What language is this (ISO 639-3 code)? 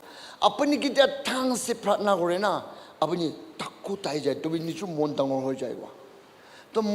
nag